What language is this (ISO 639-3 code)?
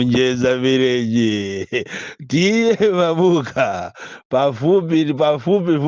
nya